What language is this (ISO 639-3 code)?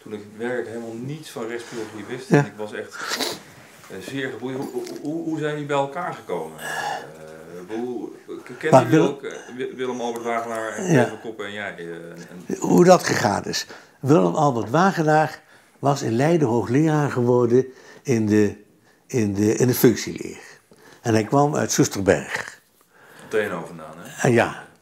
nld